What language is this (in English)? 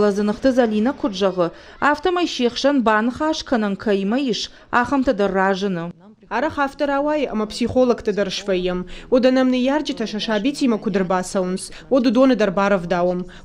Ossetic